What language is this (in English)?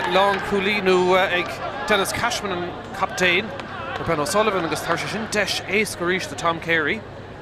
Irish